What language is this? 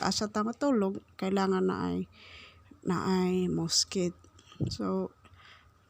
Cebuano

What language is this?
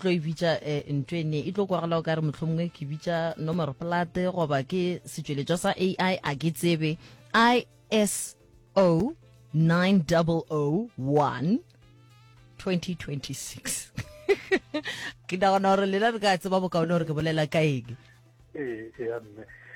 Northern Sotho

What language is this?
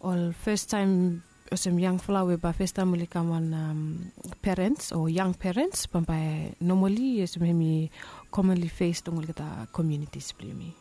Bislama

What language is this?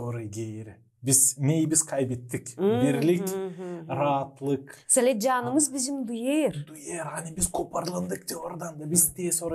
Gagauz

